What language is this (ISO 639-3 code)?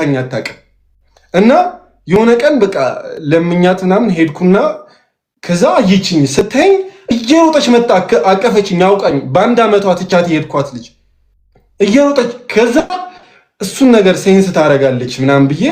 amh